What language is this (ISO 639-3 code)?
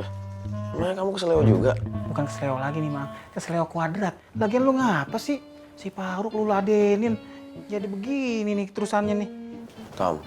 bew